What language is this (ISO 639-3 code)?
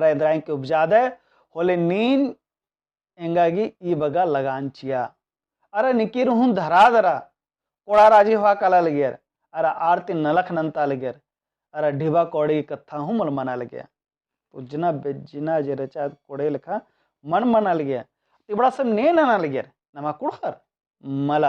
kru